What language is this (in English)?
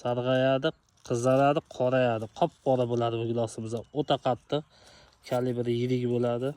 Uzbek